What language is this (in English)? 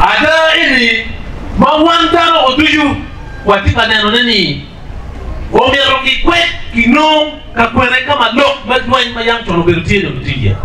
Acoli